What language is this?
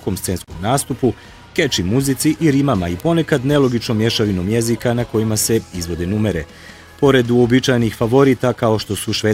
Bosnian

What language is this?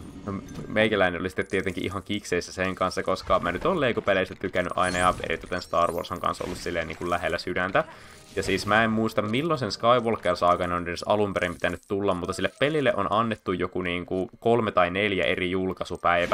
Finnish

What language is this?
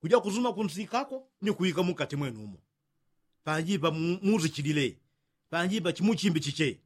Yao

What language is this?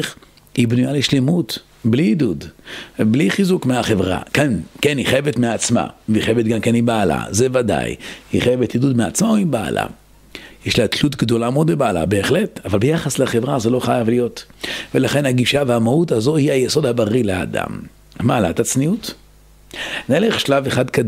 Hebrew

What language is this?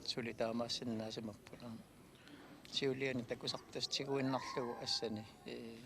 Kalaallisut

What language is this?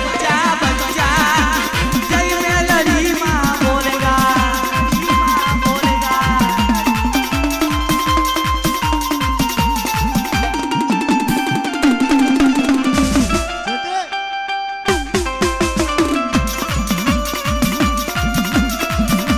Gujarati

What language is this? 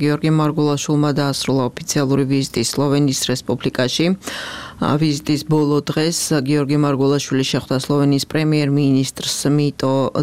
Georgian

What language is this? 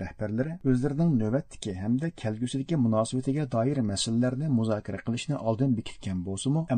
Uyghur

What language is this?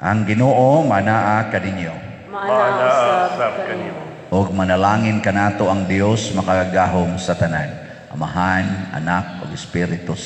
Cebuano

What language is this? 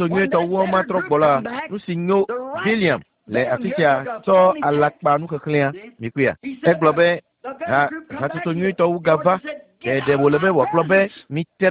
Ewe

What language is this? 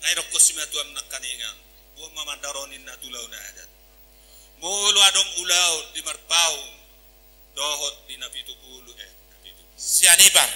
Batak Toba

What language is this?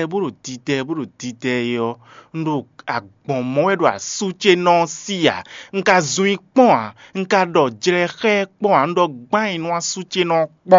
Fon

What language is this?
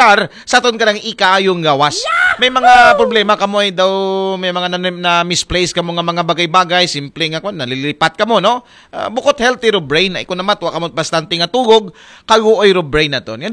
Aklanon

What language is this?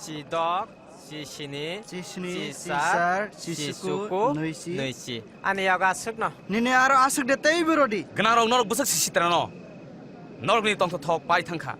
Kok Borok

